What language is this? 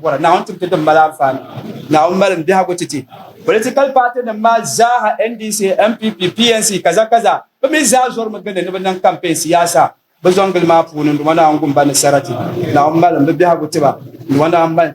Dagbani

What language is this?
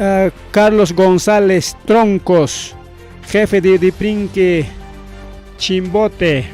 Ayacucho Quechua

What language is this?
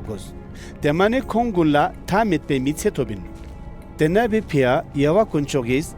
Ladakhi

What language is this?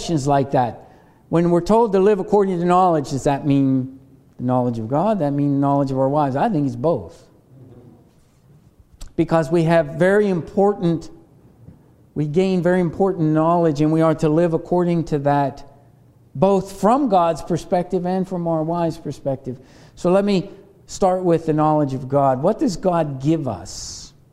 English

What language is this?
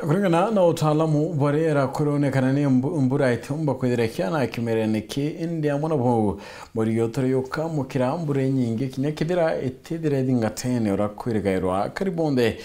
Meru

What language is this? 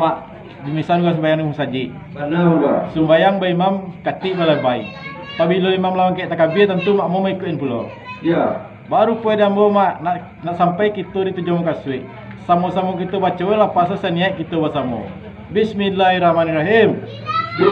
Minangkabau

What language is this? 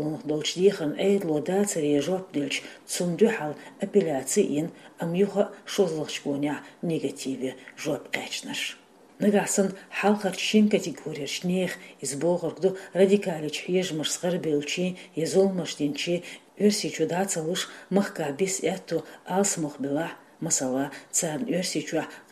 Chechen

